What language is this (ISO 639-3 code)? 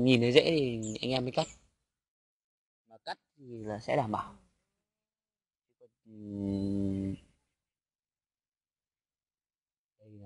vie